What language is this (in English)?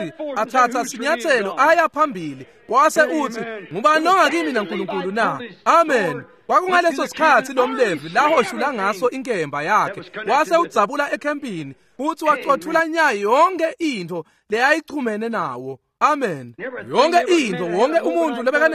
Swati